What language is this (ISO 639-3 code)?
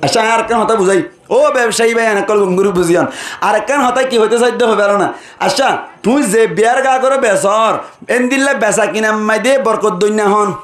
rhg